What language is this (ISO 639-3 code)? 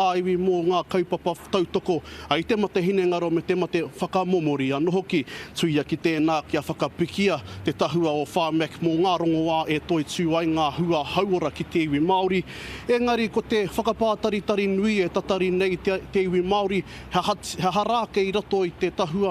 mri